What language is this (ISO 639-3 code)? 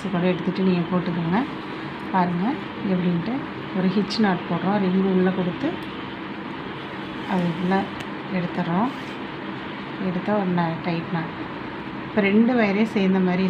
tam